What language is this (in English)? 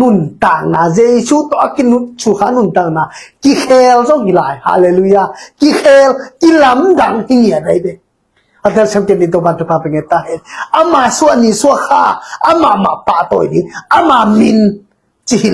Tedim Chin